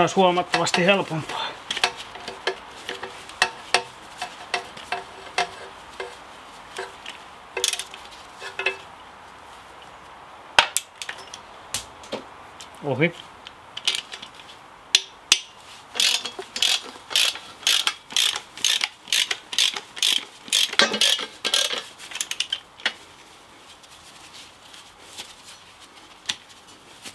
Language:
Finnish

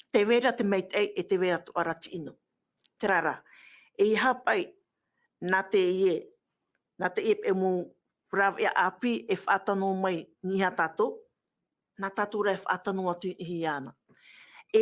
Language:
Tahitian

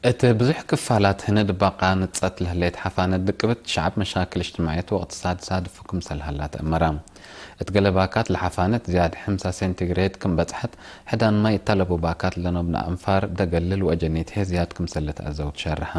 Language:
Tigre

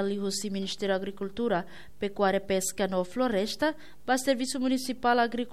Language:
Tetum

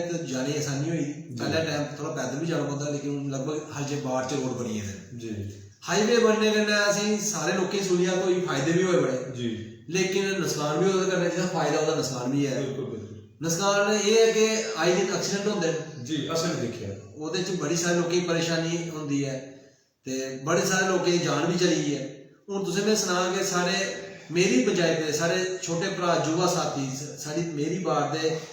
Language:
Dogri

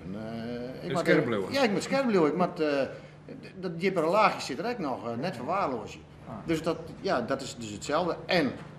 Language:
Western Frisian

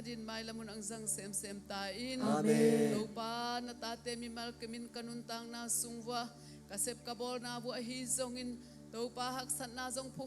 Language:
Tedim Chin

